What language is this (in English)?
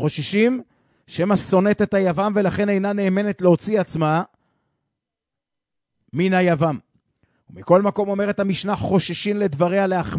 Hebrew